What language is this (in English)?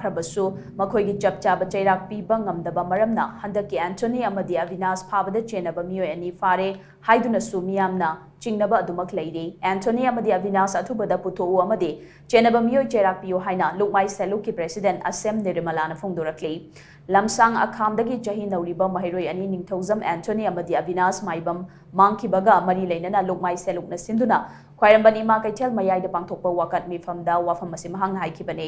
Manipuri